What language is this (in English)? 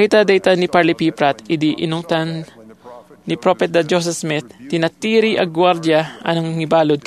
Iloko